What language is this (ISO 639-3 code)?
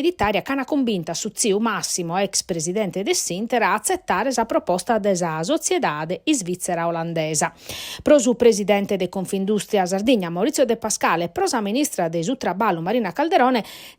srd